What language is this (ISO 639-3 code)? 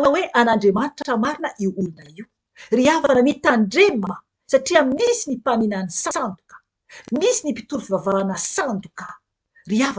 mlg